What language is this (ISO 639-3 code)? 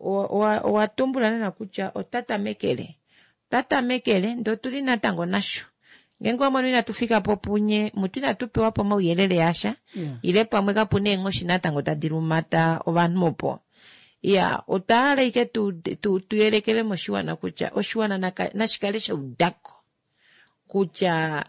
kua